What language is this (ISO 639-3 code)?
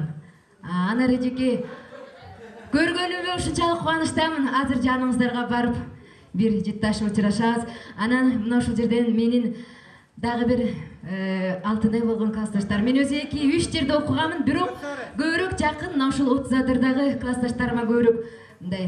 kir